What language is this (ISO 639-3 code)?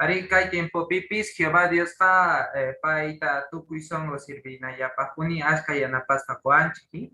que